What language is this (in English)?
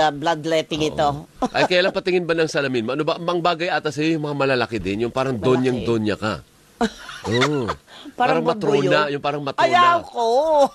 Filipino